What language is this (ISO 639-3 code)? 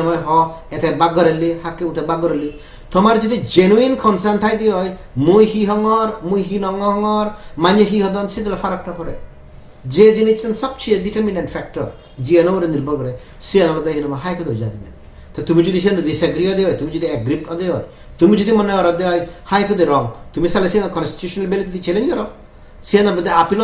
ccp